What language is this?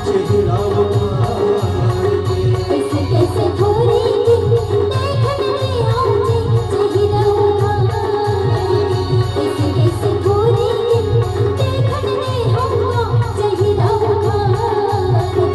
Chhattisgarhi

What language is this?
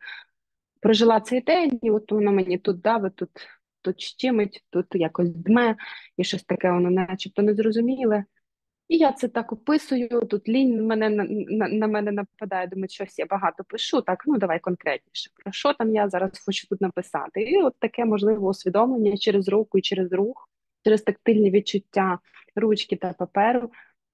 Ukrainian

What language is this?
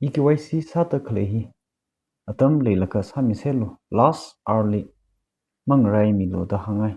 Tangkhul Naga (India)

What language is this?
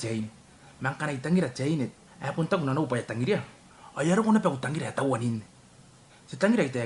Gilbertese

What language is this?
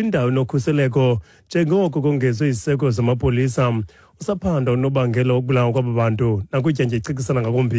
Xhosa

